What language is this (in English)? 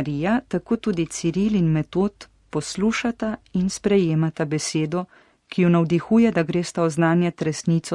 Slovenian